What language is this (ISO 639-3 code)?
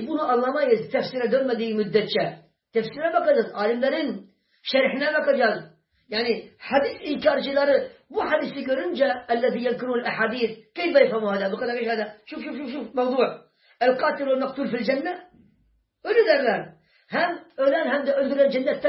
tur